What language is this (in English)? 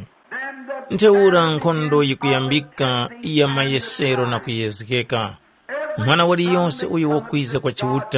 Tumbuka